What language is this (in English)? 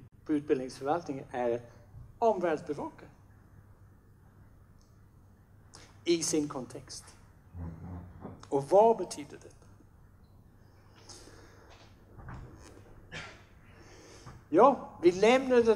Swedish